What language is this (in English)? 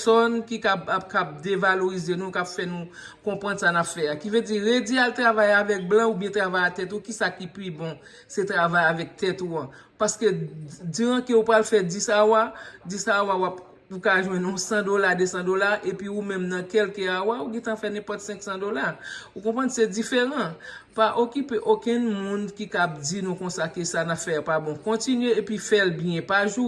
Haitian Creole